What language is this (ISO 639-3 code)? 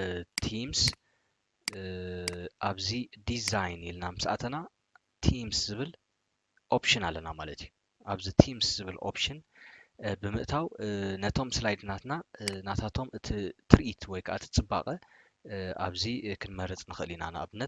tir